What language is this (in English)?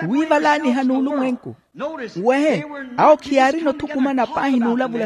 Makhuwa